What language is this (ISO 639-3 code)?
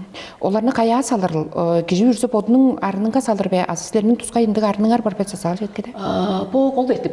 tyv